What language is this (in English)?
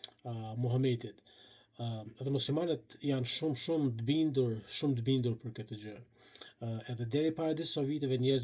Albanian